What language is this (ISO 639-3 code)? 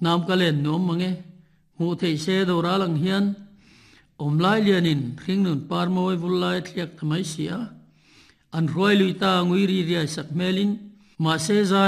lus